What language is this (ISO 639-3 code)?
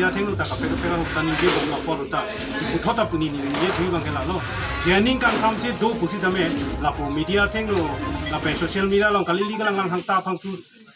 mjw